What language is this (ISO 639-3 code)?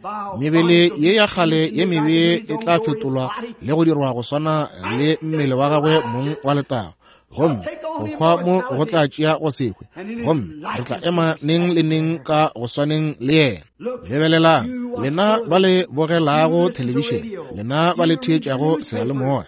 nso